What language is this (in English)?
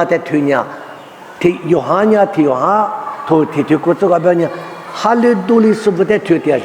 Lisu